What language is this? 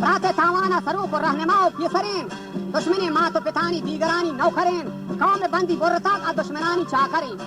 Baluchi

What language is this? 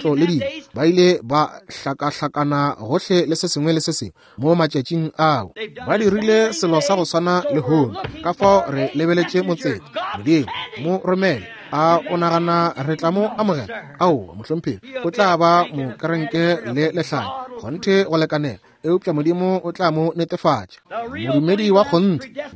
Northern Sotho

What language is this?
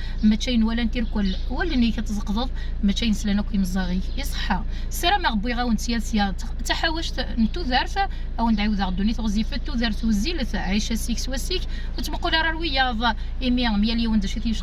Kabyle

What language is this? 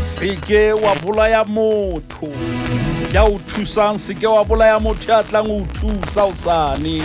Southern Sotho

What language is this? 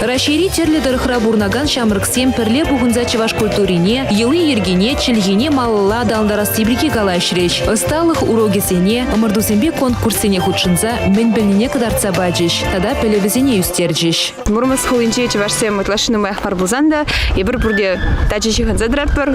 Chuvash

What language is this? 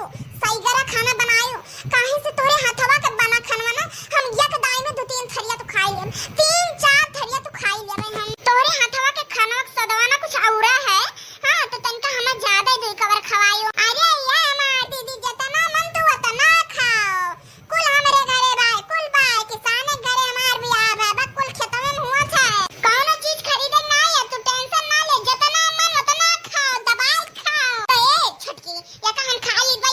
Awadhi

